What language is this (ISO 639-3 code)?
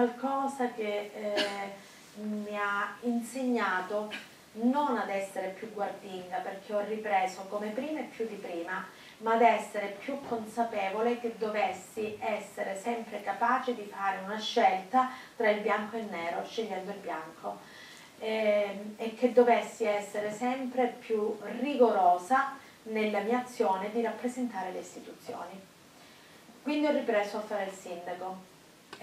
ita